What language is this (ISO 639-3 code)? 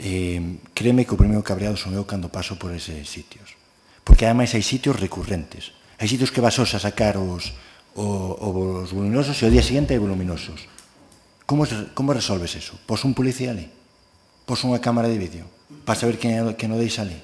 glg